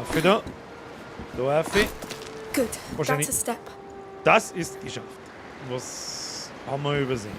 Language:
Bavarian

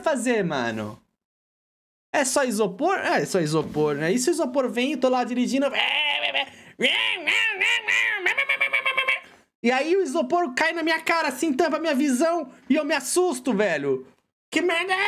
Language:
Portuguese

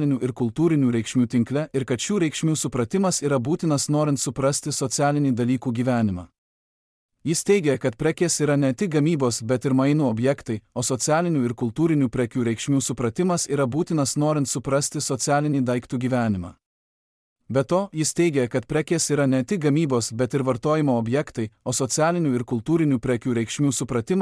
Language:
Lithuanian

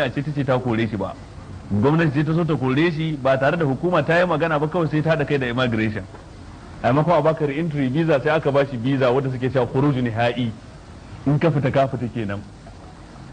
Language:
Hausa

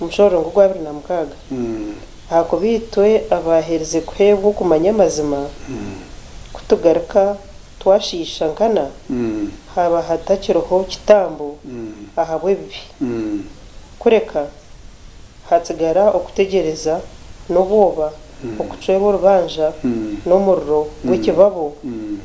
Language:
Nyankole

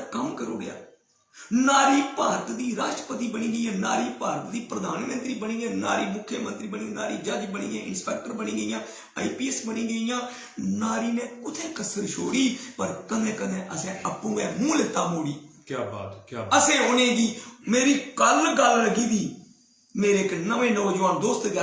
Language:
Dogri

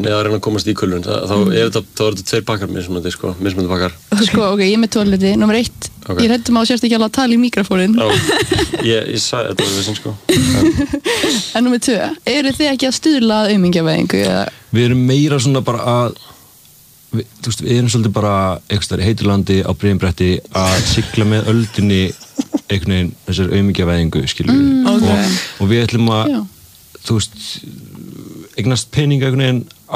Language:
Icelandic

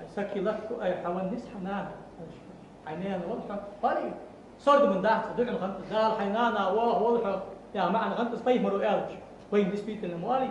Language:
Ingush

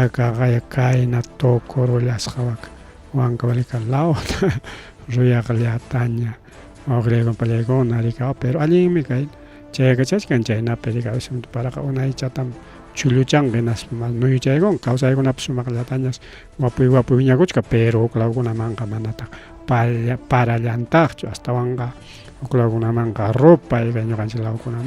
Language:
Ayacucho Quechua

